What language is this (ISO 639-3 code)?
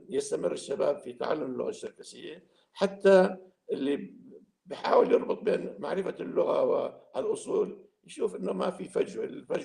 apc